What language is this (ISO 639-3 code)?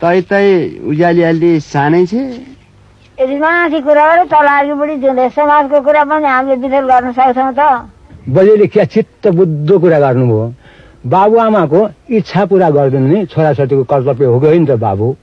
nep